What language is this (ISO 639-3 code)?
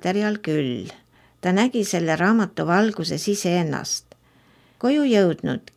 est